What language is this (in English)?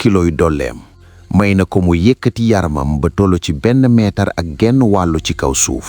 Wolof